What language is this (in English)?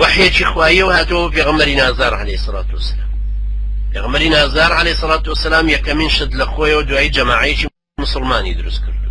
Central Kurdish